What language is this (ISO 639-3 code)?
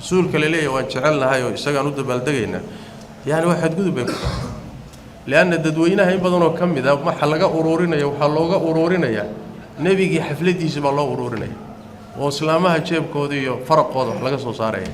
som